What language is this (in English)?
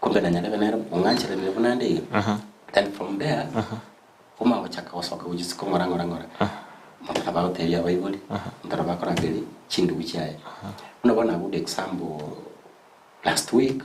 Gusii